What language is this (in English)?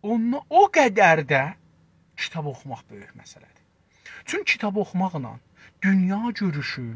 South Azerbaijani